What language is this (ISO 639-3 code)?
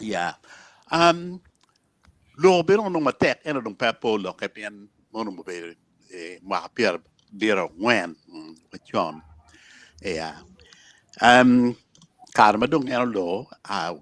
ach